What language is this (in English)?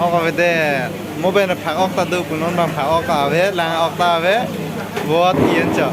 Karbi